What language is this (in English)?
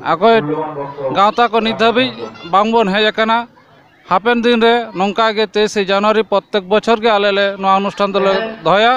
Santali